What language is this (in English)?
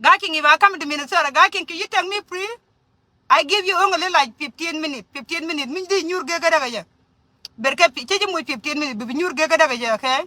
Nuer